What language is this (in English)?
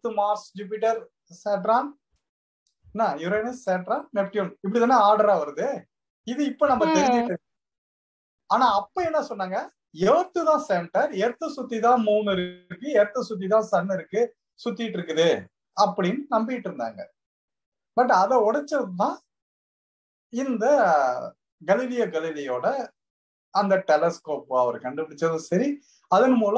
Tamil